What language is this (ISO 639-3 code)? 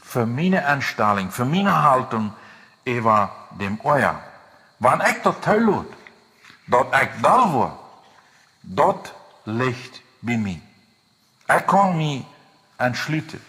pdt